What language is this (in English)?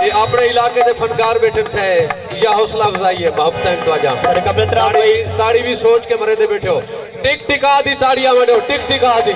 Saraiki